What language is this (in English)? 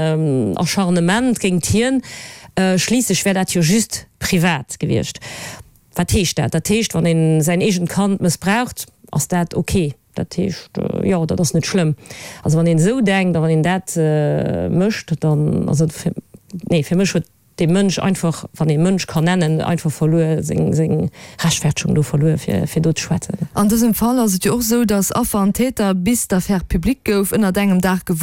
Luxembourgish